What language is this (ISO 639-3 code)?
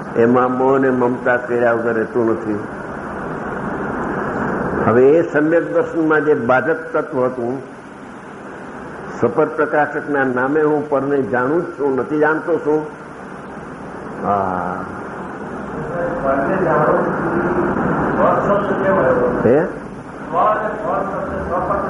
guj